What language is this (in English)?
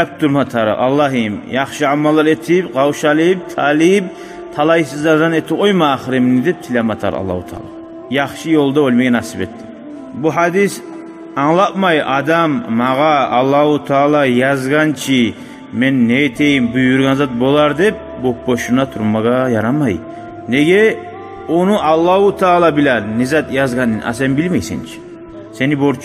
Kumyk